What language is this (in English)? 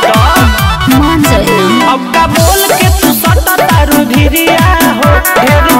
Bhojpuri